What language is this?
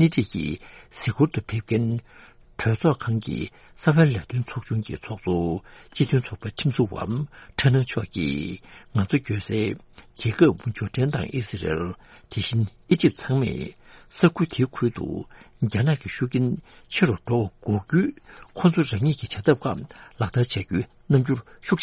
Tibetan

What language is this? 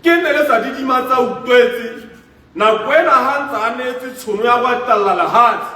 Tswana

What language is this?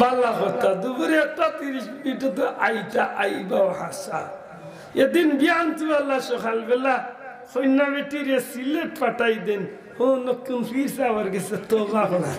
Sylheti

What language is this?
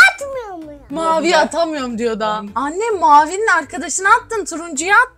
Turkish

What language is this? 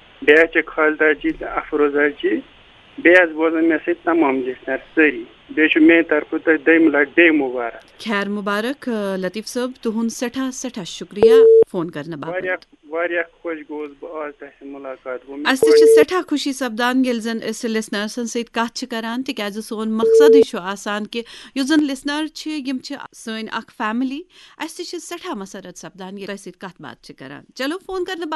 Kashmiri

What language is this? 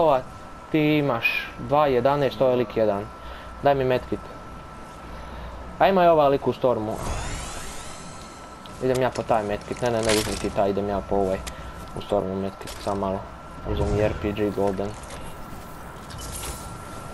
Croatian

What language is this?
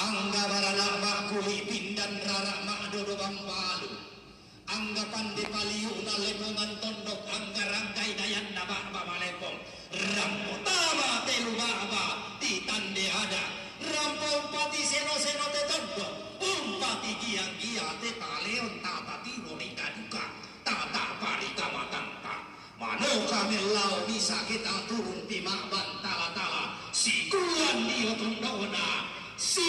Toraja-Sa'dan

